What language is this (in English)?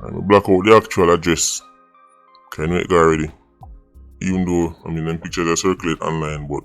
Jamaican Creole English